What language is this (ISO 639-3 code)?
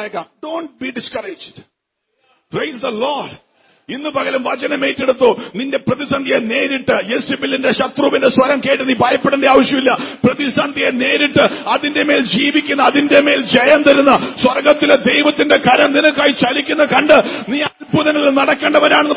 mal